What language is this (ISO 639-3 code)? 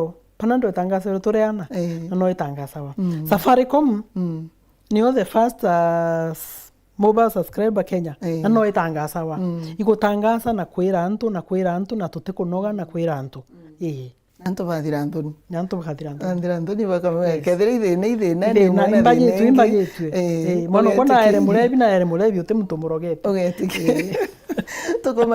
mer